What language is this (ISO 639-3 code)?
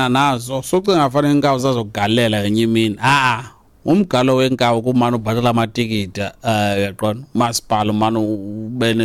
xho